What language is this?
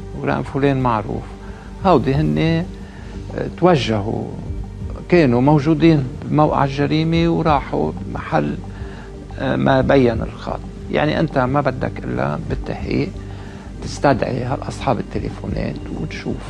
North Levantine Arabic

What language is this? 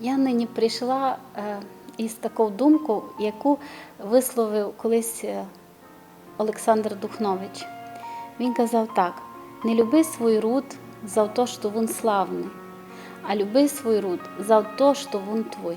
Rusyn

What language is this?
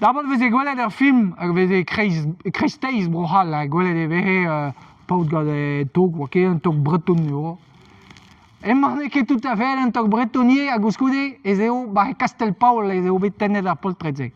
Breton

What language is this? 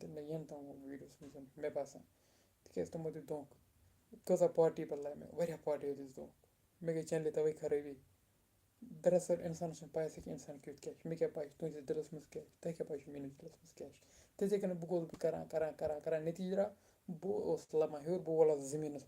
Kashmiri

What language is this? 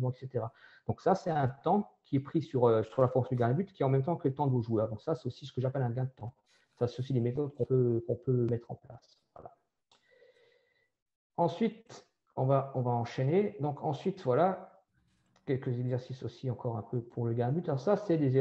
French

